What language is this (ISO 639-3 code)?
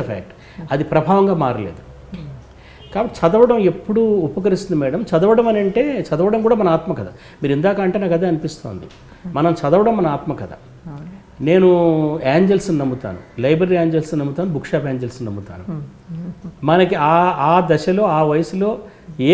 tel